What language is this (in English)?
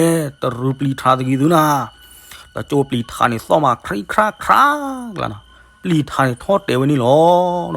S'gaw Karen